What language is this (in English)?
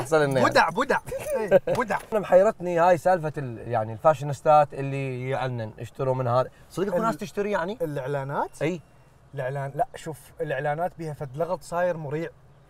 Mesopotamian Arabic